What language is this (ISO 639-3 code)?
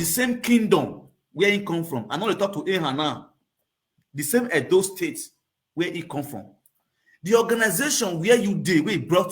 pcm